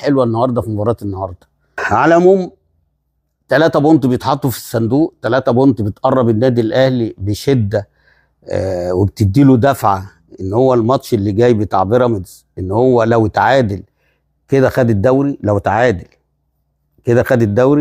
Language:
Egyptian Arabic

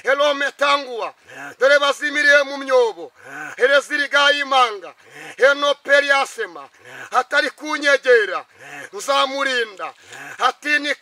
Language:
Kinyarwanda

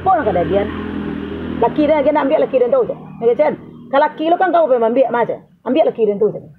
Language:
Minangkabau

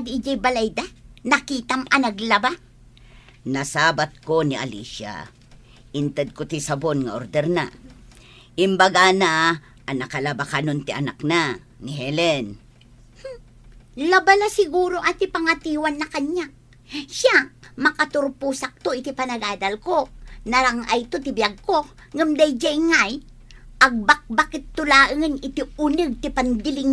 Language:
Iloko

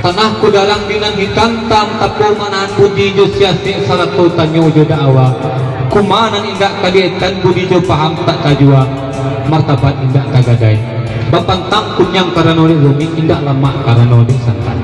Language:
Minangkabau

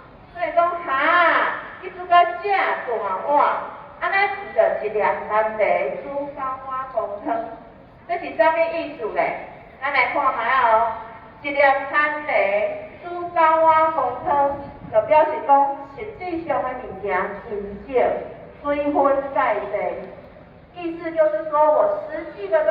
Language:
Min Nan Chinese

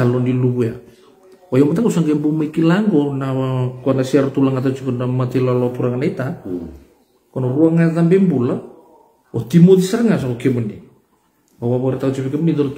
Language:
Fijian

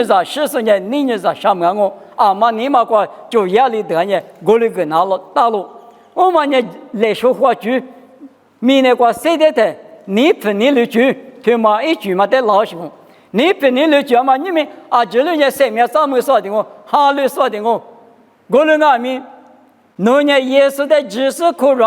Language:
Lisu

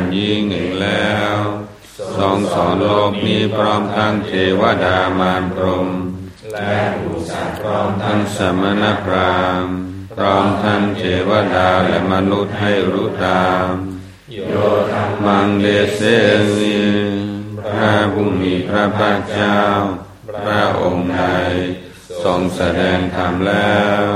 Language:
Thai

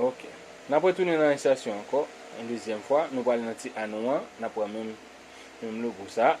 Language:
Haitian Creole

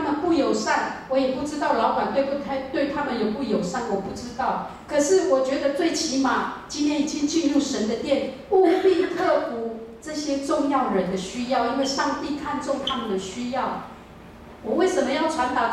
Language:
Chinese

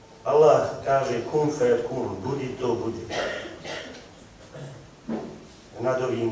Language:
Bosnian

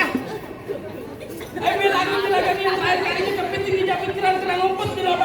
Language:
Betawi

